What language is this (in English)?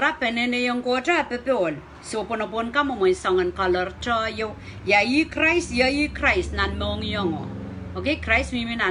Pohnpeian